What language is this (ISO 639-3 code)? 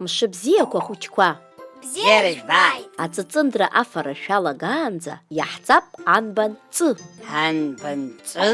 abk